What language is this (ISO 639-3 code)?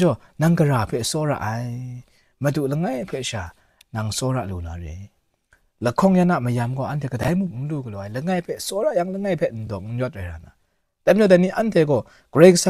kac